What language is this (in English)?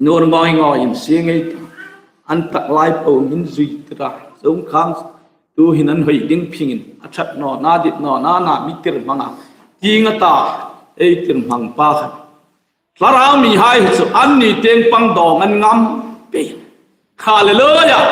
Hmar